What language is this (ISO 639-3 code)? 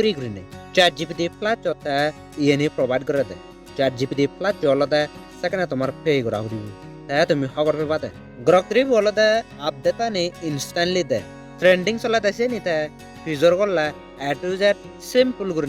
ccp